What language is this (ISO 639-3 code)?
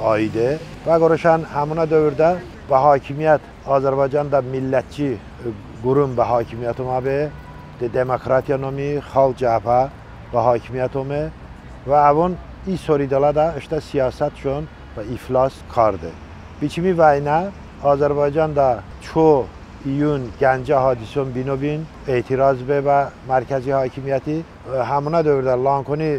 tly